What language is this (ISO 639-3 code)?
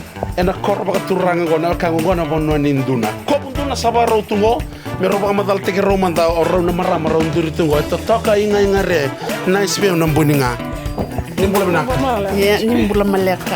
fij